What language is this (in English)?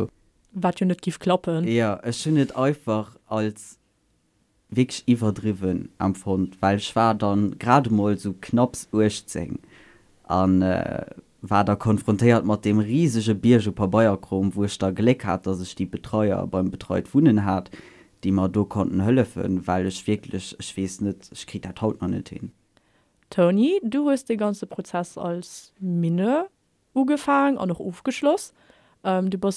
Luxembourgish